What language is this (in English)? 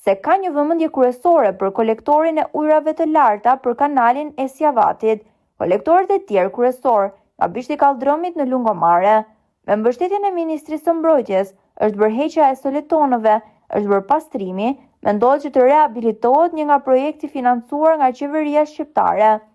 Albanian